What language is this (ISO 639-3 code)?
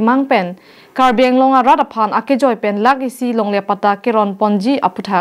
mjw